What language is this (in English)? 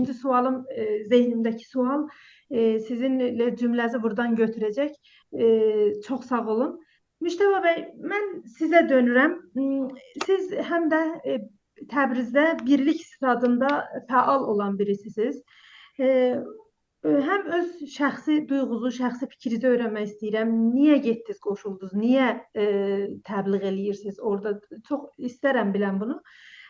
South Azerbaijani